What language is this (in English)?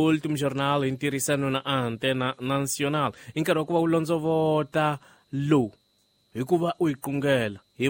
Tsonga